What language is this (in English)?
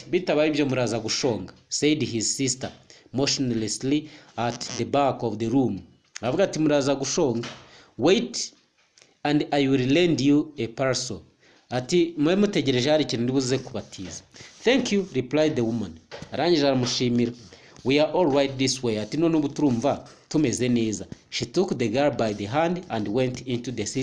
Kinyarwanda